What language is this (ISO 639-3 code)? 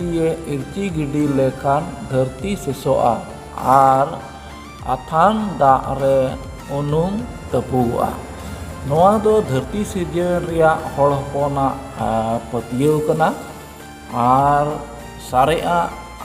sat